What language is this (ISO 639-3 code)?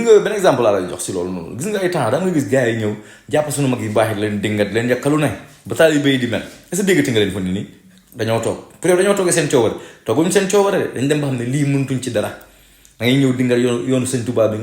wol